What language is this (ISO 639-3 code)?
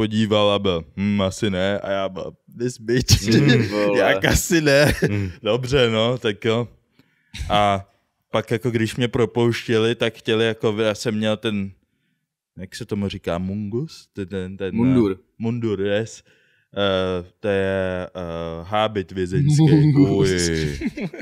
ces